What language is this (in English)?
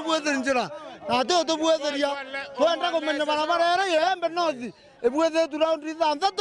Meru